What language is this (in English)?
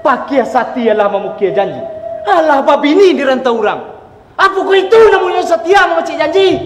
Minangkabau